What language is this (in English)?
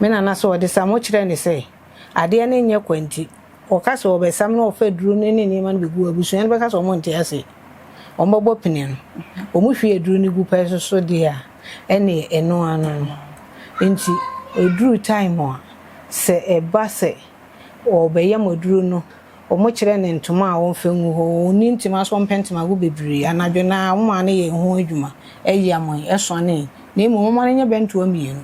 Akan